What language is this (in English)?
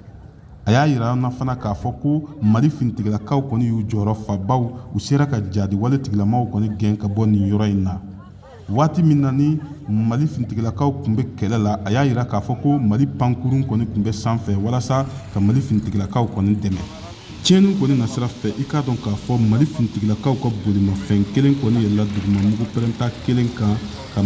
Bambara